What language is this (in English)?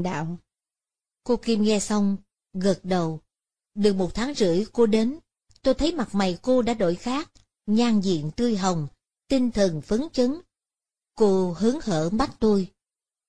Vietnamese